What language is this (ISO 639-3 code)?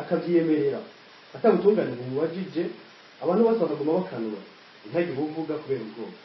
run